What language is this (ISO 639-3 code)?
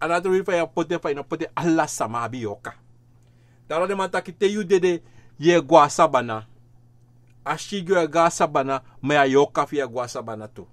srn